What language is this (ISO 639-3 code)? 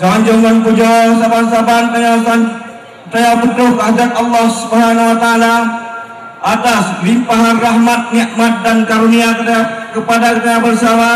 ace